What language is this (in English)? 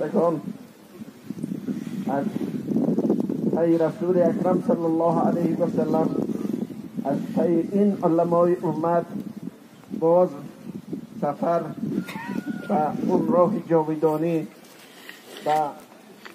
Persian